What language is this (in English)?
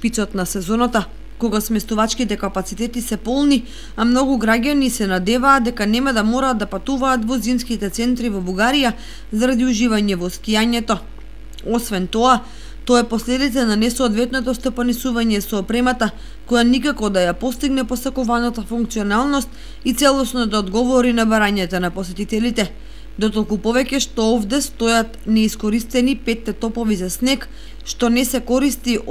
Macedonian